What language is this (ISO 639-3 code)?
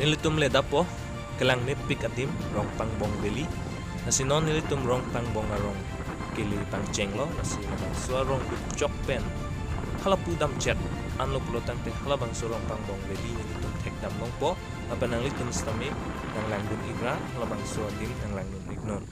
mjw